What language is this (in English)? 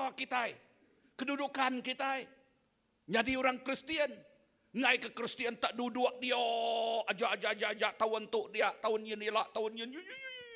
Iban